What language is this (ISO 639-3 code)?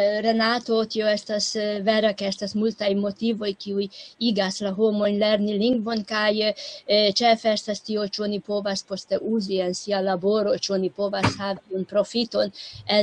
epo